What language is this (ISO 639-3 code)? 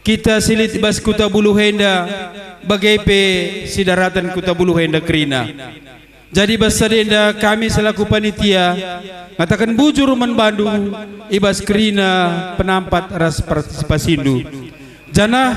btx